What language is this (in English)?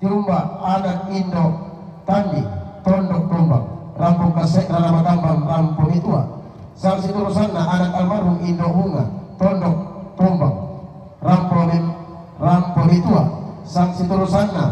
Toraja-Sa'dan